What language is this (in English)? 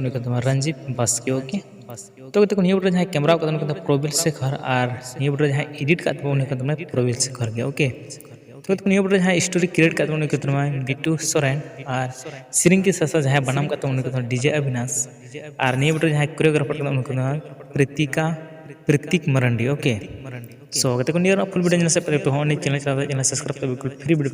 Santali